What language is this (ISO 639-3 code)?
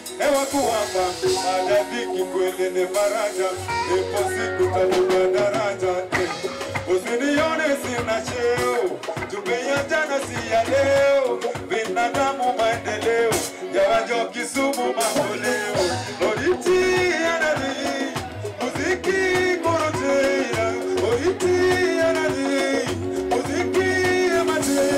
swa